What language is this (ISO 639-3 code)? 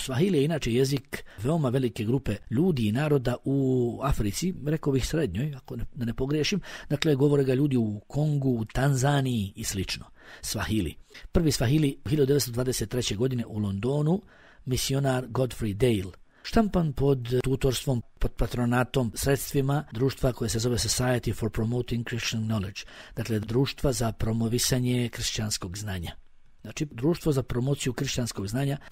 bos